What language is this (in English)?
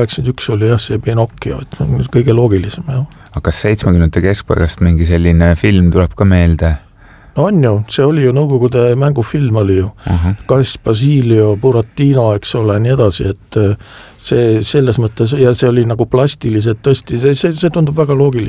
Estonian